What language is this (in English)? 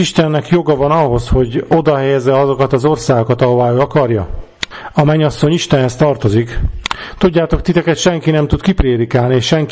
Hungarian